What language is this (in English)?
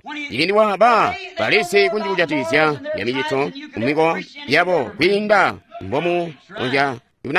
Tonga (Zambia)